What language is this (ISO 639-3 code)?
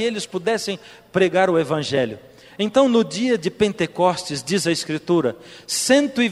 por